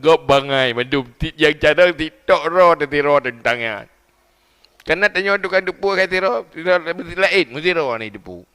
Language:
Achinese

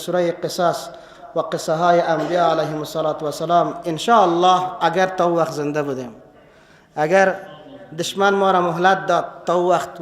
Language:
Persian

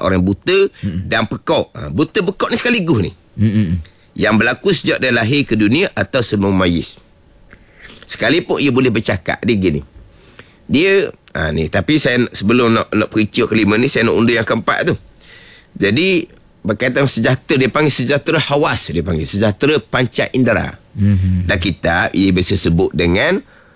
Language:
Malay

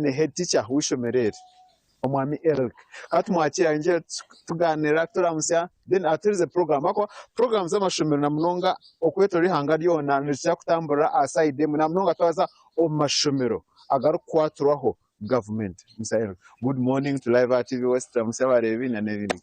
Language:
Nyankole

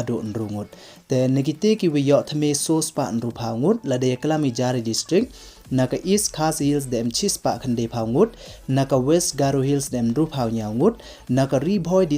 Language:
Pnar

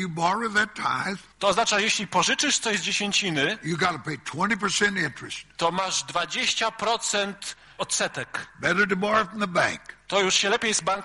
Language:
Polish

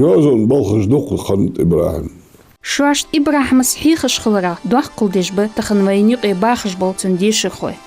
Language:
Ingush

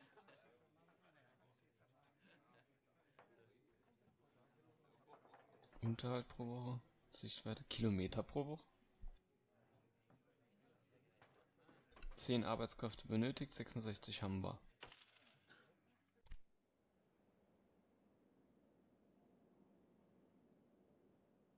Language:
German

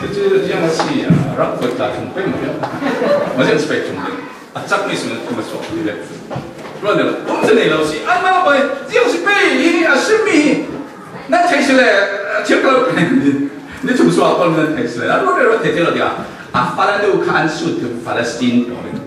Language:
Falam Chin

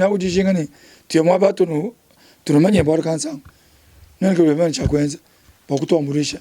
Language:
Luba-Lulua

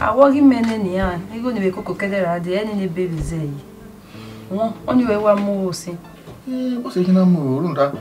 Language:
Bini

